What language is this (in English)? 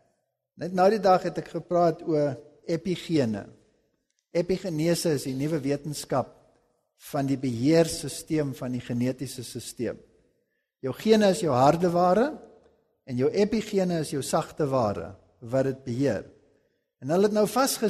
Afrikaans